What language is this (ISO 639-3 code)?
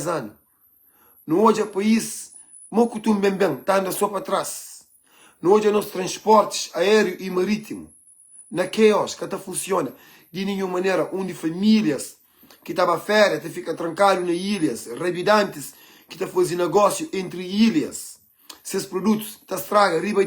kea